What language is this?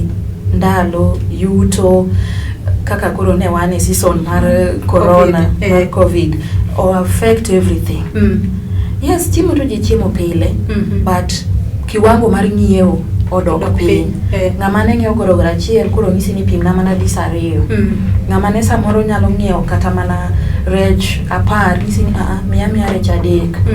Luo (Kenya and Tanzania)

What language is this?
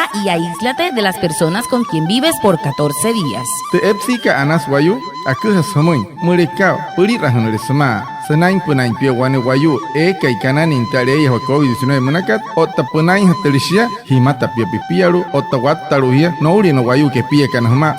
Wayuu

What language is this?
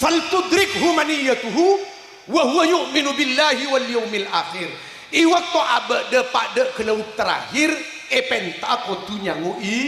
Madurese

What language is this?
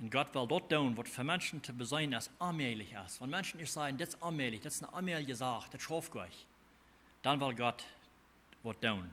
Plautdietsch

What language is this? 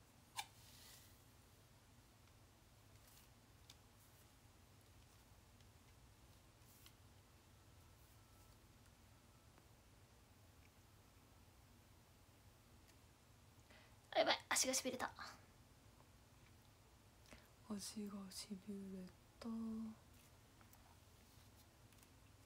Japanese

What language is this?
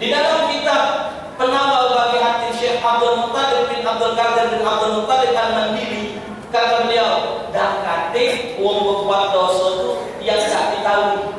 Musi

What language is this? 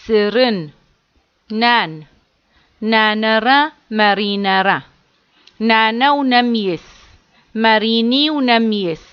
Adyghe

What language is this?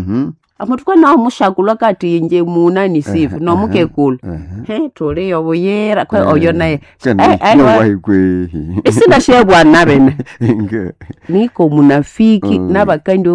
Nande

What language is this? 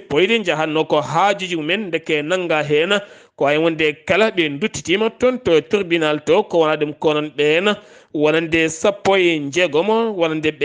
Fula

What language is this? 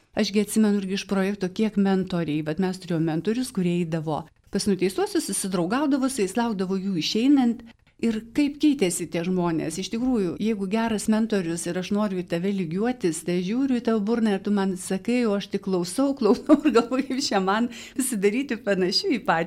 Lithuanian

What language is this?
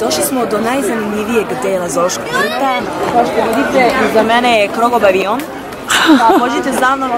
Serbian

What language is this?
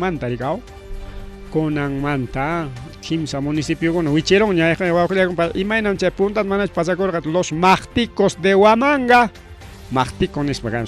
Ayacucho Quechua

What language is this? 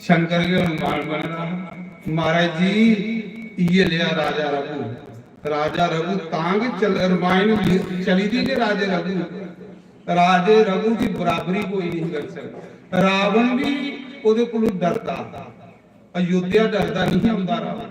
Dogri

